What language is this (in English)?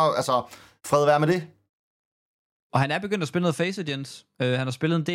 Danish